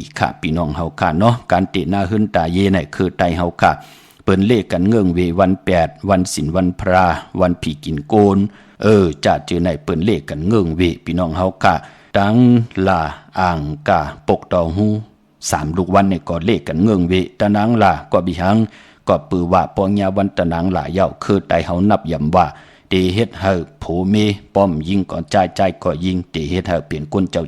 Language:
Shan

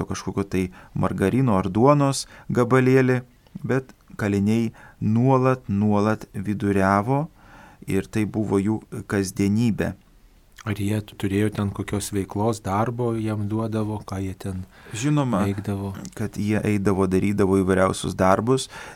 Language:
Lithuanian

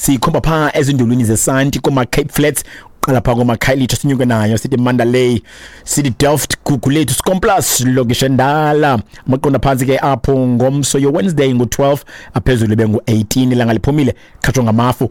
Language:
Xhosa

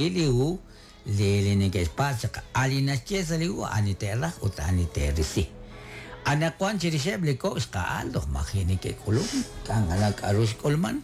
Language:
Kekchí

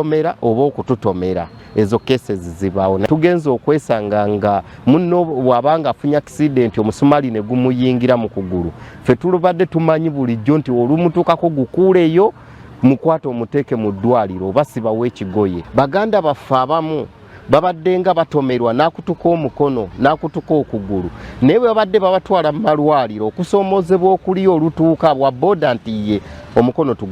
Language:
Ganda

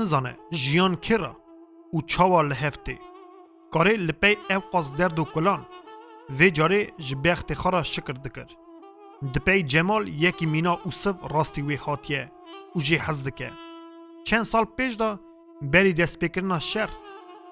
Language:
Kurdish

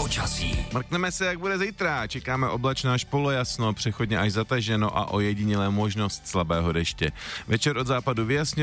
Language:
Czech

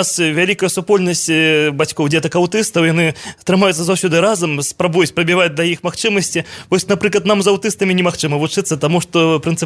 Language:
Belarusian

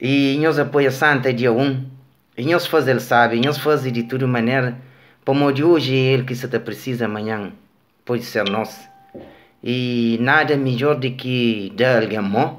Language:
Kabuverdianu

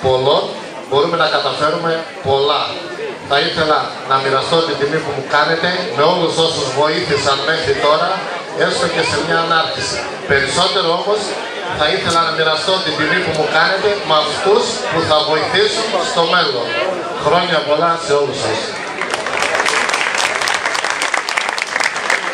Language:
Greek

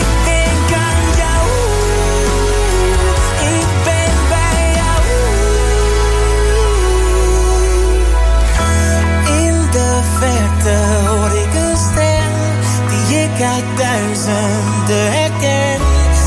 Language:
Dutch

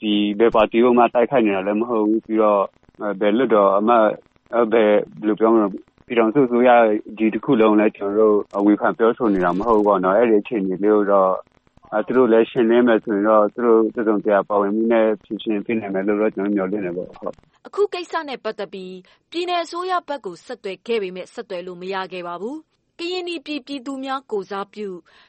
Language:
Burmese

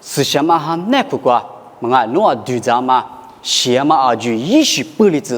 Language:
Lisu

